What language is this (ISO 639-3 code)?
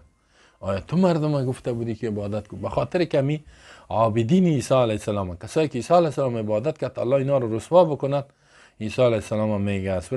fas